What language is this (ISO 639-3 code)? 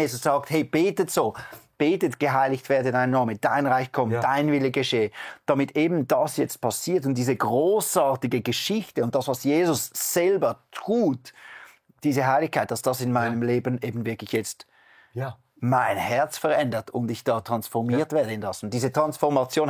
gsw